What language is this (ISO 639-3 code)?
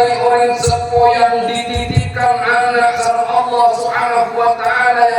mad